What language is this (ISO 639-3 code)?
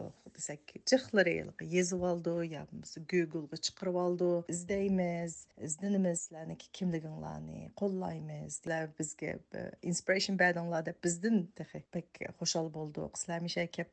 uig